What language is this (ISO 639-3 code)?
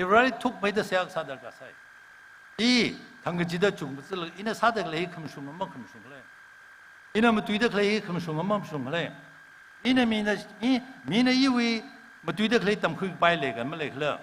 nmf